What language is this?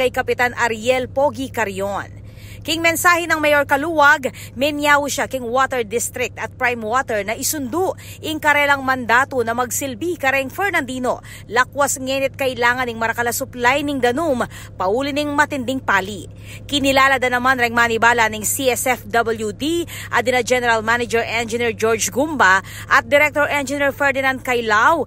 Pampanga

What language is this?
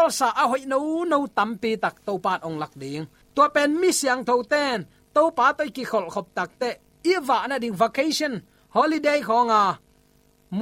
Tedim Chin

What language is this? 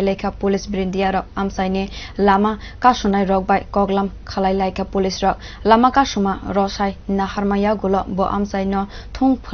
Kok Borok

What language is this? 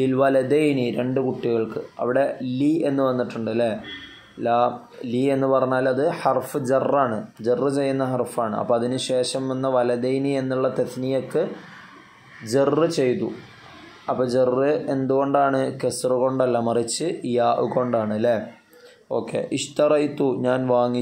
Malayalam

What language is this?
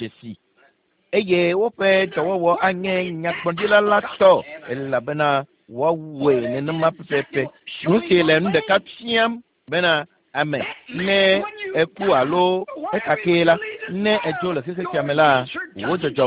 Ewe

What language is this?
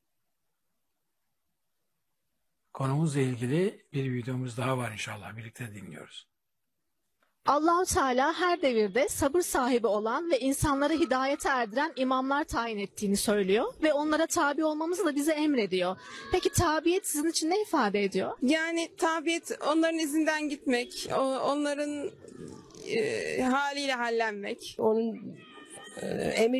Turkish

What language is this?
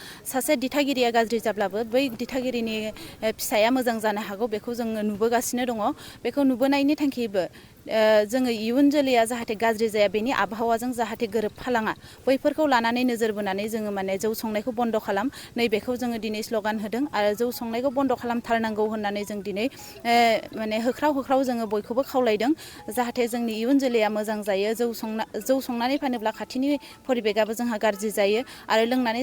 Bodo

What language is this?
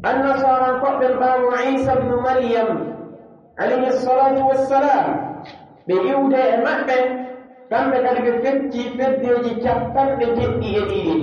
Pular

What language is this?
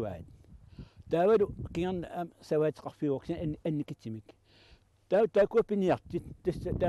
Kalaallisut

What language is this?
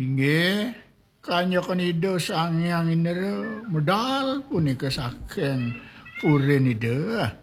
Balinese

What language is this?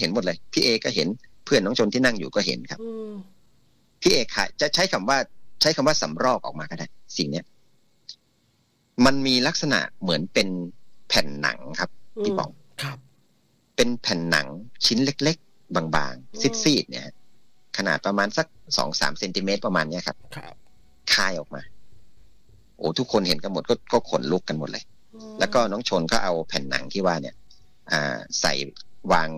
Thai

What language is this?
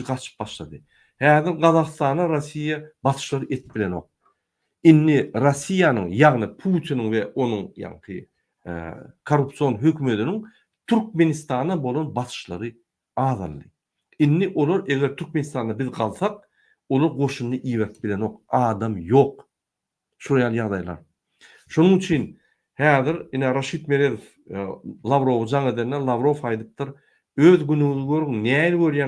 Turkmen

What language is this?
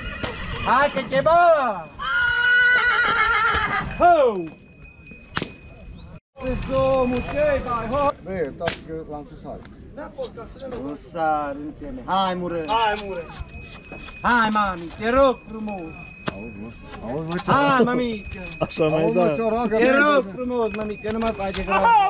Romanian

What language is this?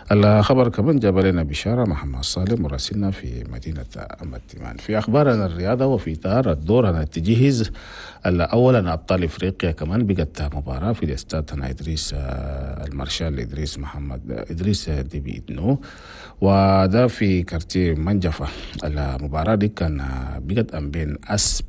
Chadian Arabic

